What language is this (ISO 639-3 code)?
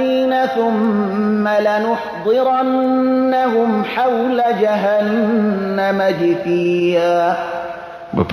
fas